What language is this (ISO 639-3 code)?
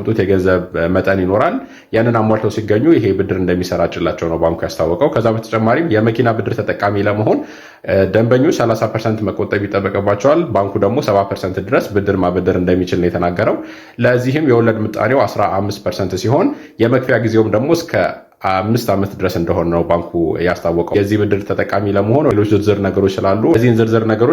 amh